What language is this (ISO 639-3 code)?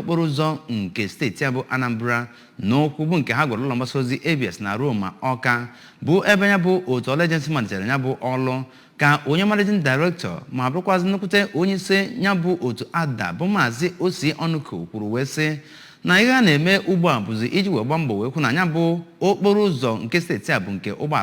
ibo